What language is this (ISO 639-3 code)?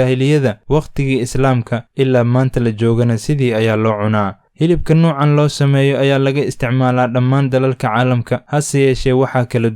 som